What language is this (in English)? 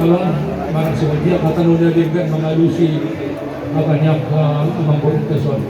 Batak Toba